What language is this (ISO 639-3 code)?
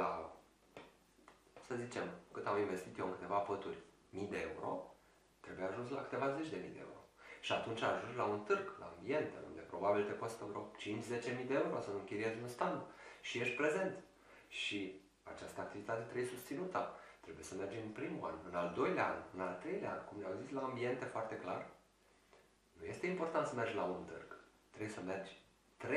ron